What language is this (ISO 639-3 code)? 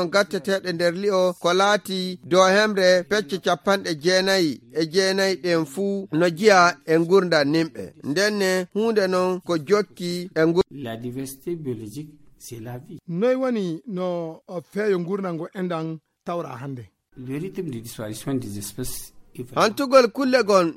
ful